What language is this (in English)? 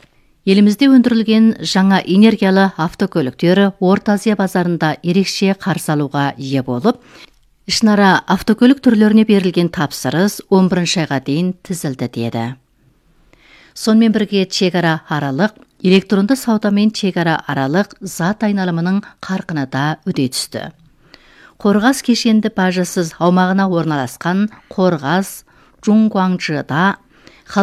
Kazakh